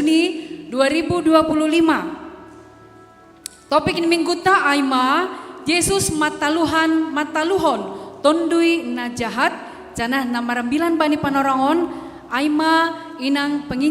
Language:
Batak Simalungun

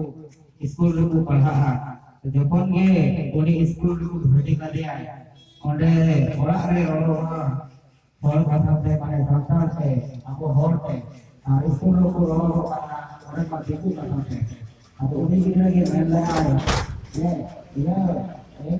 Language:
Santali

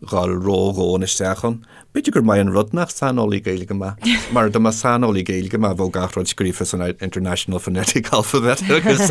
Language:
Irish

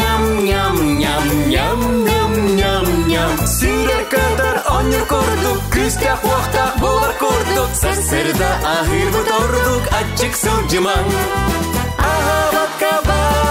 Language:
Yakut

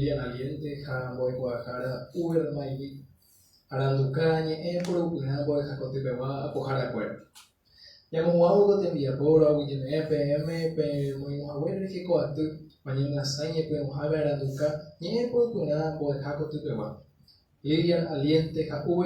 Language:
Guarani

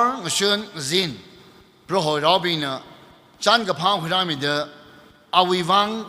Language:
Tangkhul Naga (India)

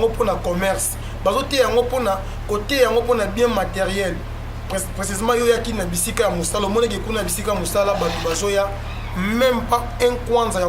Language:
Lingala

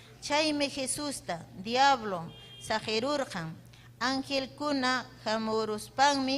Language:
Ayacucho Quechua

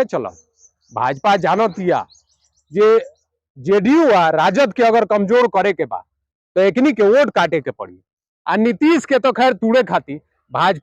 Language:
Bhojpuri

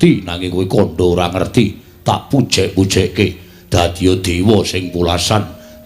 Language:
Javanese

